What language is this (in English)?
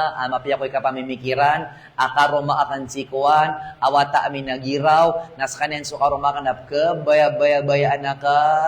Maranao